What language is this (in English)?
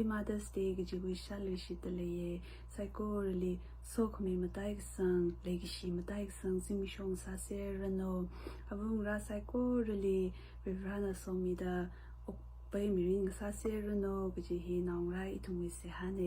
Tangkhul Naga (India)